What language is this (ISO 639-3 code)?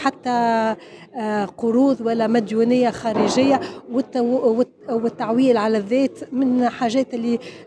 aeb